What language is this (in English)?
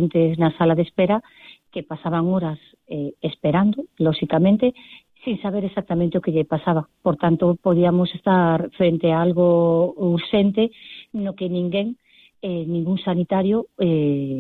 Galician